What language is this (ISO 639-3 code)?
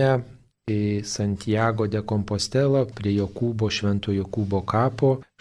lit